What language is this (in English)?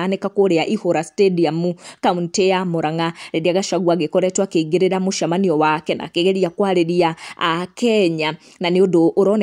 Kikuyu